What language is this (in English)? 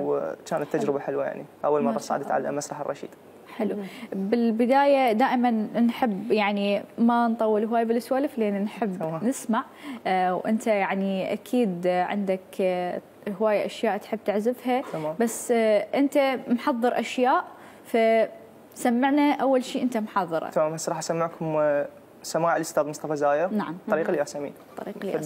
Mesopotamian Arabic